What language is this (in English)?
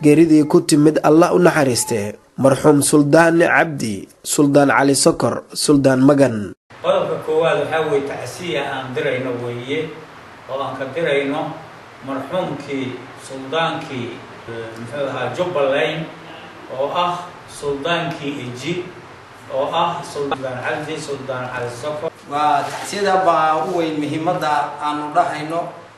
Somali